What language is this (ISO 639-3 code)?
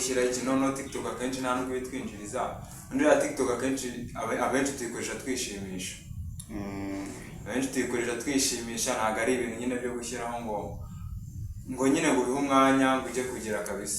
kin